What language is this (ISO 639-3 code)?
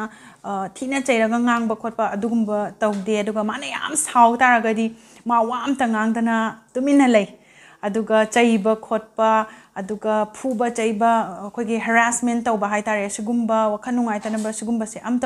mni